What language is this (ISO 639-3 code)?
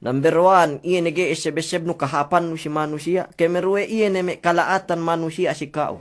yka